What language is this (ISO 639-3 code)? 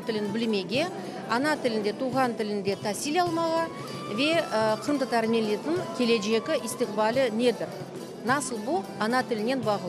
crh